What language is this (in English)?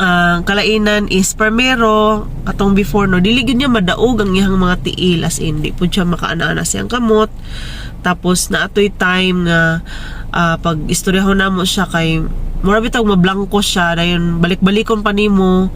Cebuano